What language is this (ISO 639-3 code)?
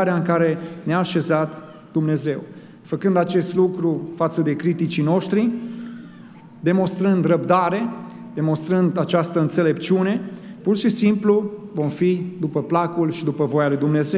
ron